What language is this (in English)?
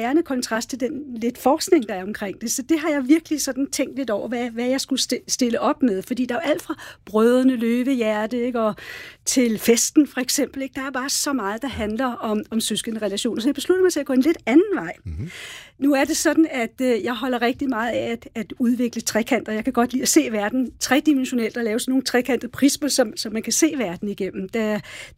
Danish